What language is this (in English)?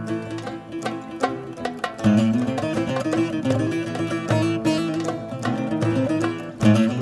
Greek